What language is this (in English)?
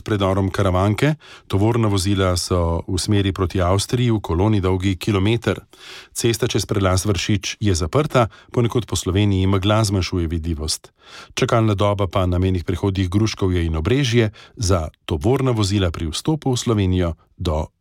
Slovenian